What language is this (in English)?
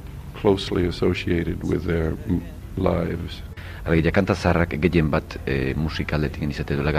Basque